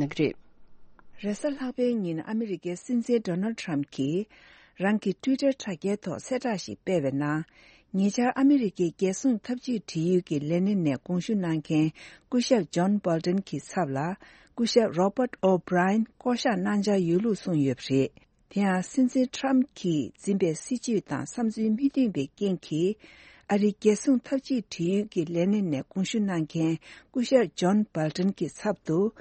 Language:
Tibetan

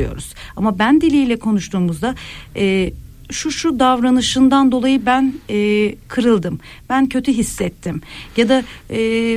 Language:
Turkish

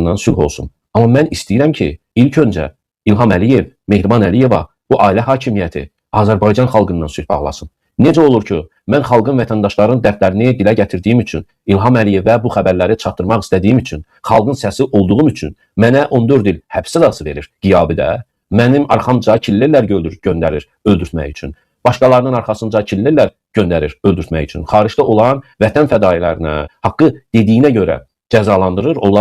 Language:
Azerbaijani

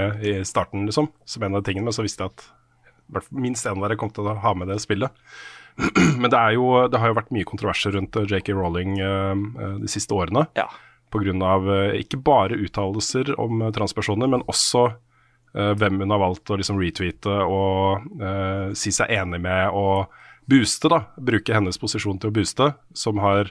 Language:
Norwegian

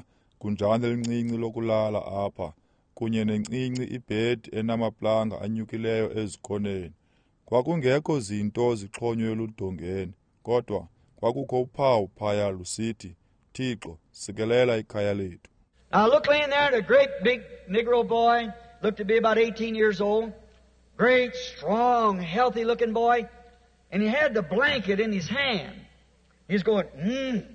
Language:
Xhosa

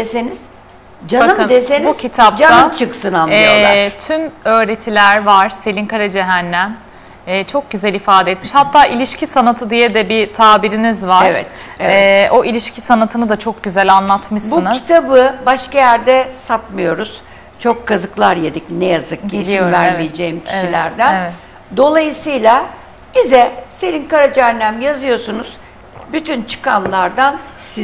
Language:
Turkish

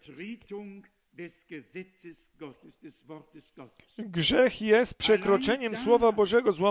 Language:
Polish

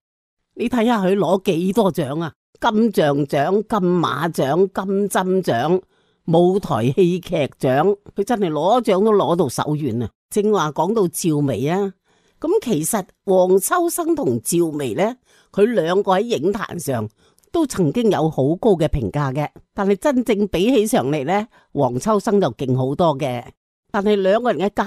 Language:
Cantonese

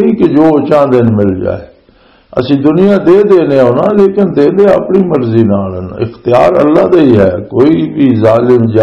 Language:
Western Panjabi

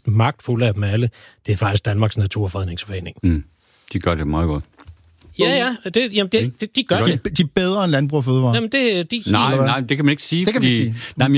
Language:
Danish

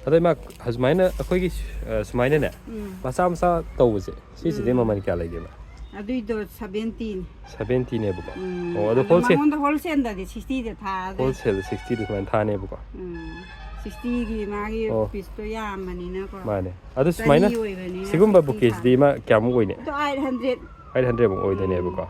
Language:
Manipuri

